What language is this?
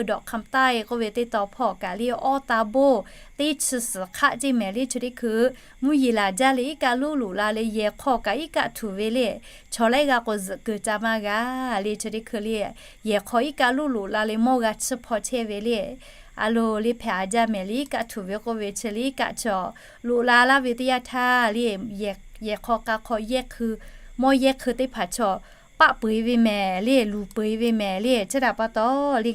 Lahu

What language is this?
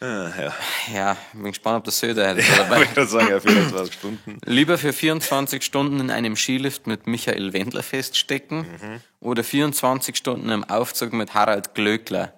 Bavarian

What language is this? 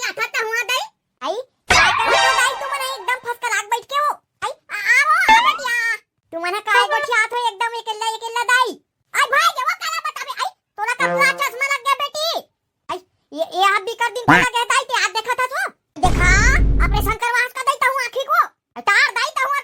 Chhattisgarhi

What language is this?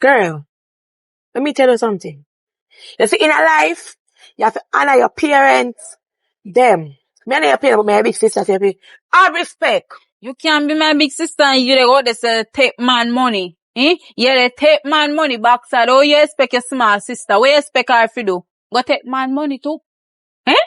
Jamaican Creole English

